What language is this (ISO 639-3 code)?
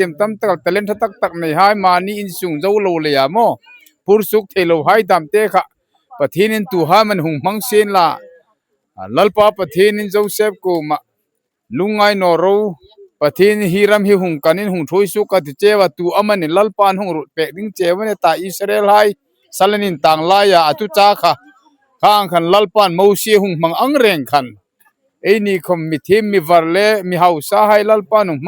hmr